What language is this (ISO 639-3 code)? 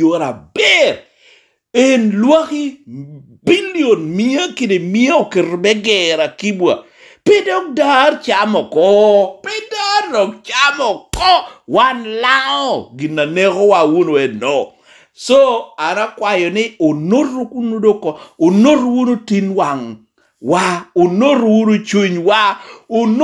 laj